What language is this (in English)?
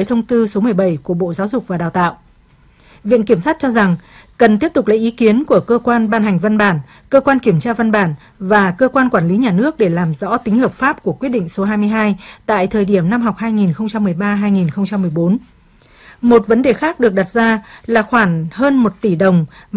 Vietnamese